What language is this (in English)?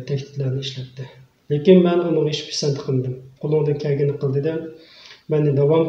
Uyghur